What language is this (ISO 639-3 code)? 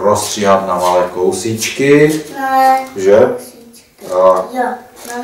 ces